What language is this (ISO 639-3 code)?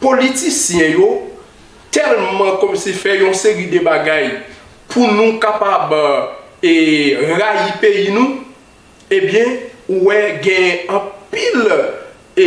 hat